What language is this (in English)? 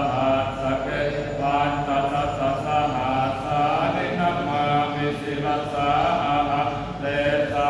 Pali